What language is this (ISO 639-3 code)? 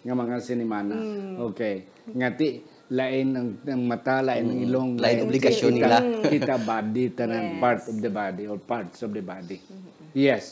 hil